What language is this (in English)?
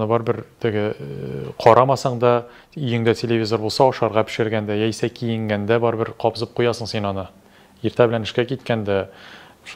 Tatar